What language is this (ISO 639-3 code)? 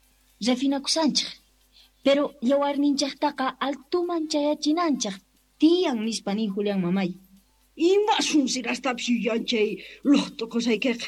quh